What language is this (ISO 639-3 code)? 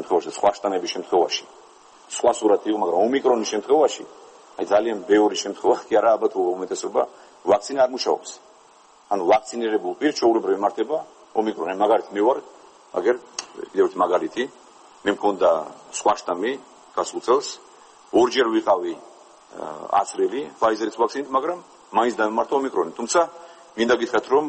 kat